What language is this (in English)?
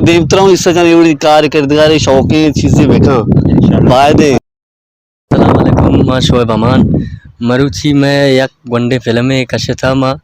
Baluchi